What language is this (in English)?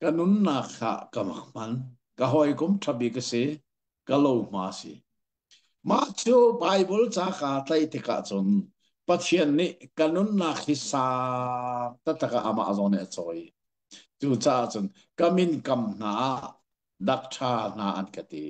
Hakha Chin